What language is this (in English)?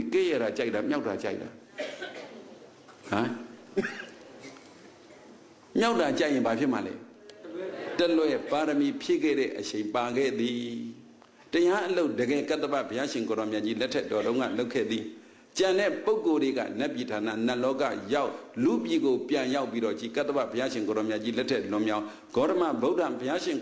Burmese